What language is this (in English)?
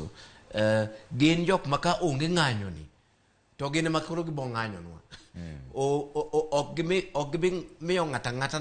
Luo (Kenya and Tanzania)